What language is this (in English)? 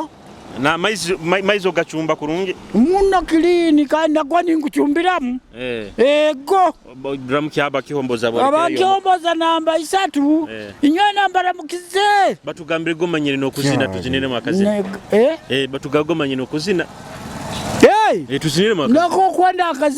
Nyoro